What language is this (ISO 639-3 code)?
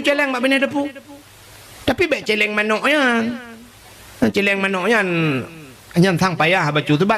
ace